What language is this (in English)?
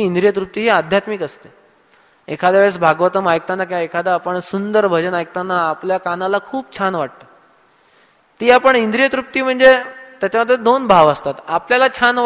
Marathi